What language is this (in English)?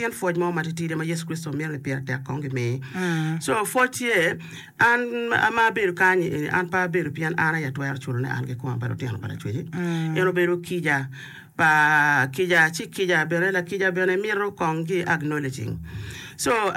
Acoli